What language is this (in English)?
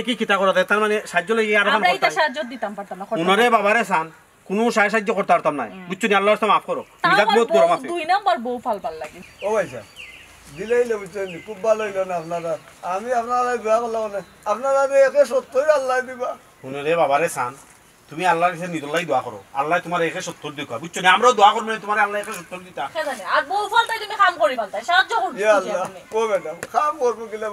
Sylheti